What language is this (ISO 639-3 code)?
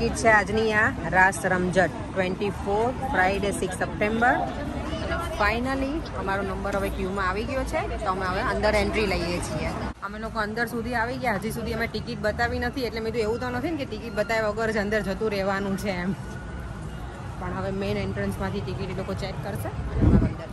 guj